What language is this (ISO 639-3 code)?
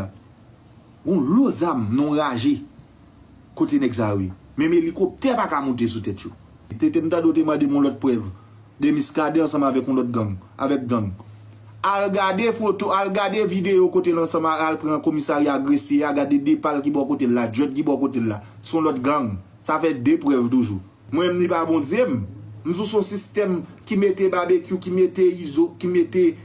hat